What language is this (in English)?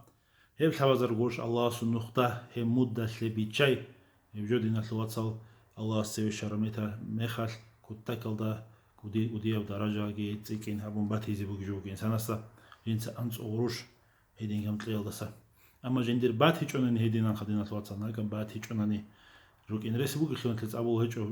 Avaric